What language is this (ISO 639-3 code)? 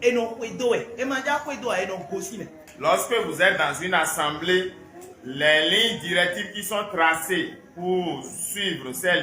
fon